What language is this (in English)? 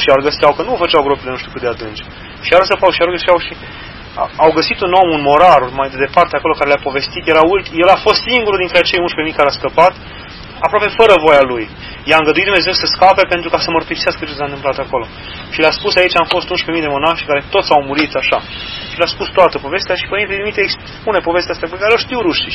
Romanian